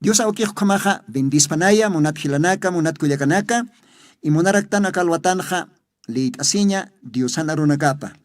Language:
Aymara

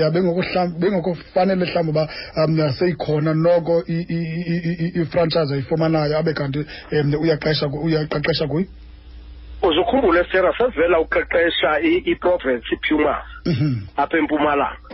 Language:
Xhosa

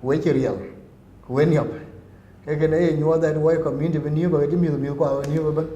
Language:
Dinka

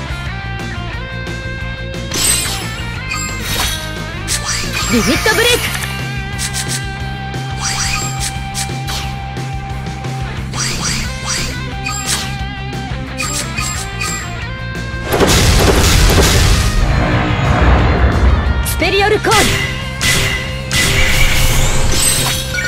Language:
Japanese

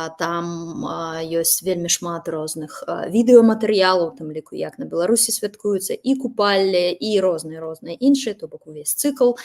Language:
Belarusian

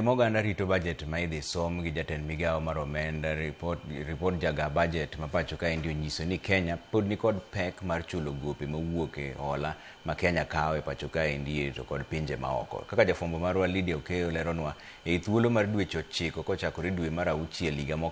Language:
Luo (Kenya and Tanzania)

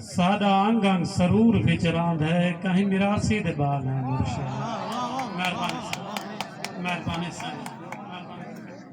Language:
Saraiki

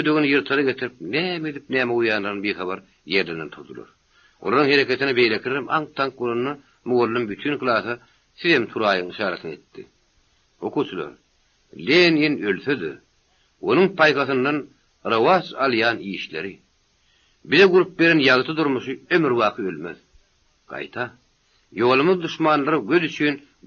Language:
Turkmen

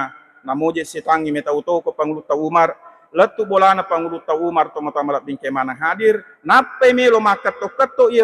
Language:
Buginese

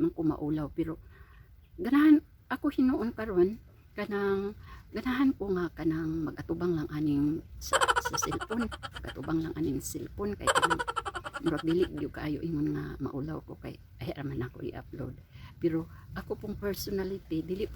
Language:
Cebuano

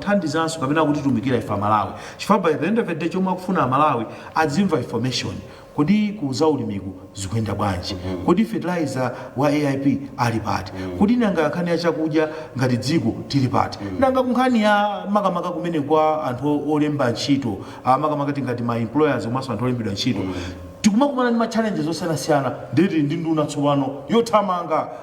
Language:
Nyanja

